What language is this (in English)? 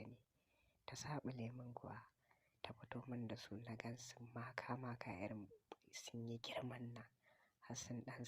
Hausa